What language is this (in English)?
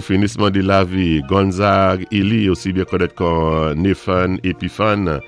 Saint Lucian Creole French